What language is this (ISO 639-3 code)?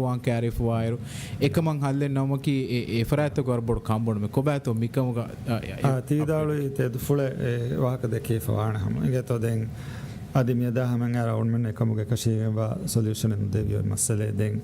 div